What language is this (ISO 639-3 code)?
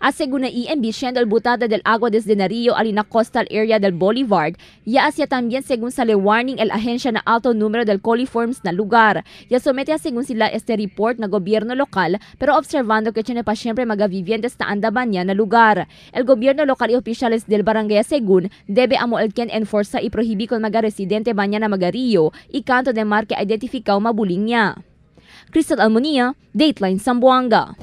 cbk